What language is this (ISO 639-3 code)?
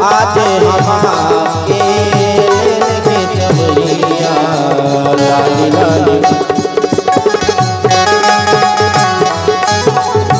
bho